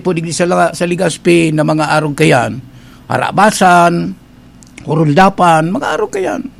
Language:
Bikol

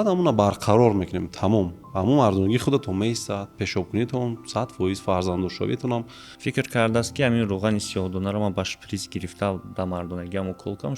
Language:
Tajik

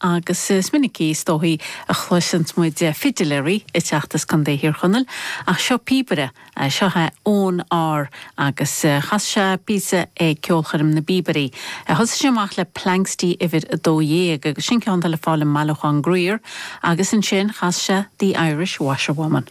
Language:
Irish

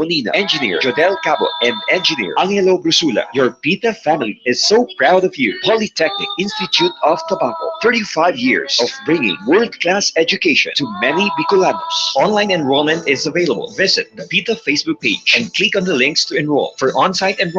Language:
Bikol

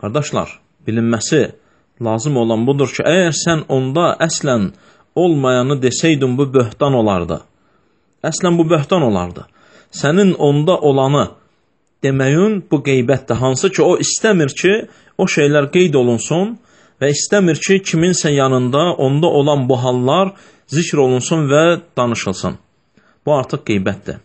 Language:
Azerbaijani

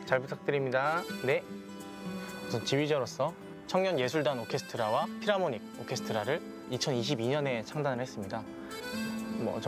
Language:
Korean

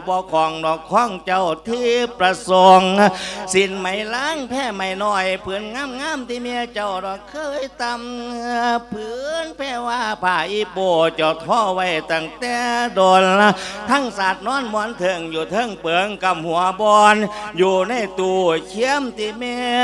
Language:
Lao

